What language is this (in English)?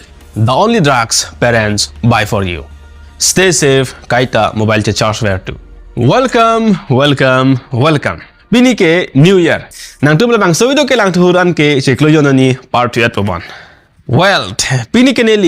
Karbi